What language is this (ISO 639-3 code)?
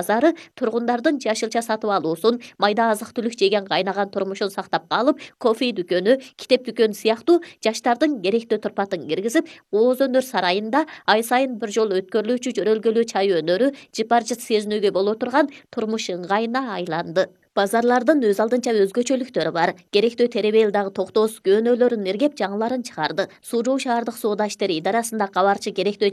kir